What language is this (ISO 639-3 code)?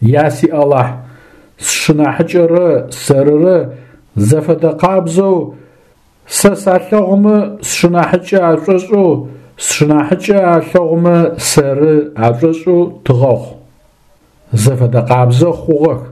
ady